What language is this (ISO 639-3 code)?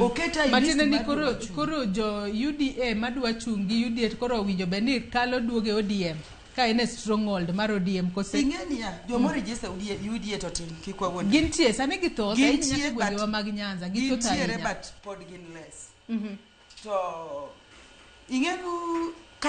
luo